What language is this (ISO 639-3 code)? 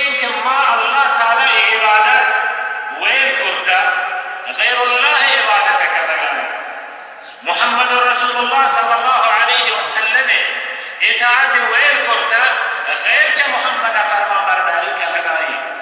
bal